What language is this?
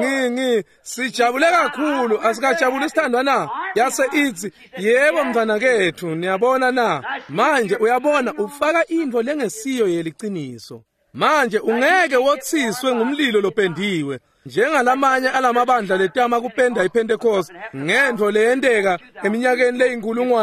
Swati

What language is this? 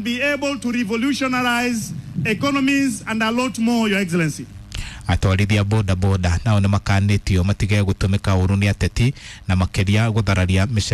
Kikuyu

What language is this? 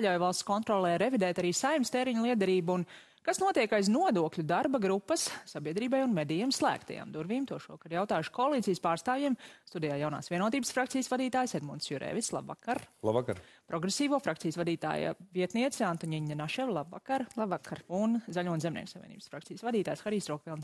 Latvian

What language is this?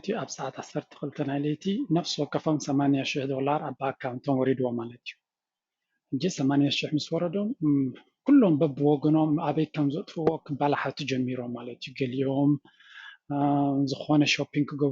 Tigrinya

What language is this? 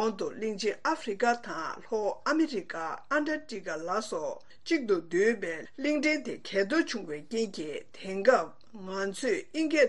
Tibetan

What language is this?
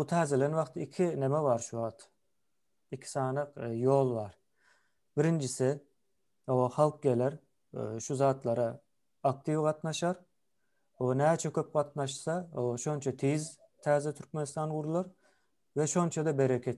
Turkmen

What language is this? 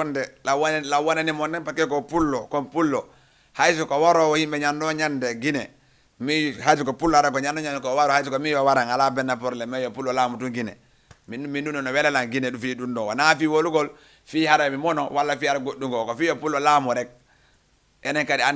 Fula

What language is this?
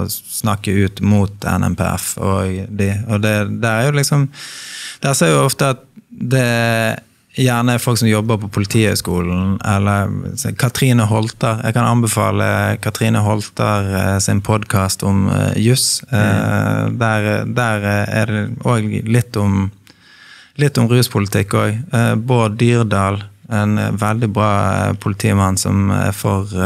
Norwegian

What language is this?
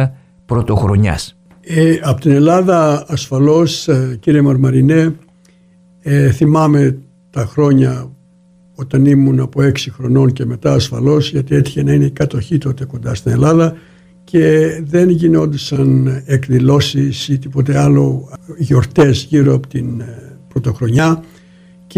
Greek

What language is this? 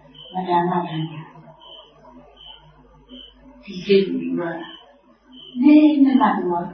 Burmese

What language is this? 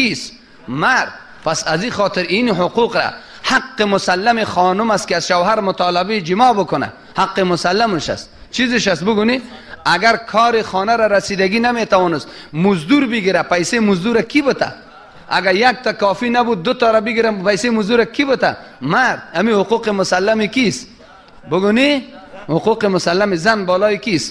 Tajik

